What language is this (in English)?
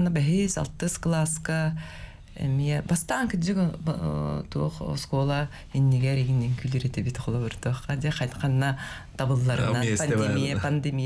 Yakut